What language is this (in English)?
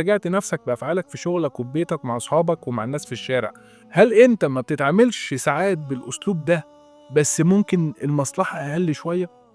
Egyptian Arabic